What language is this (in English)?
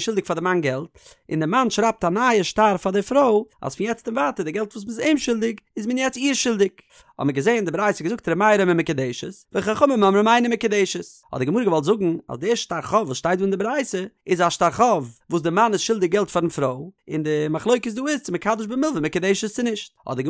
Yiddish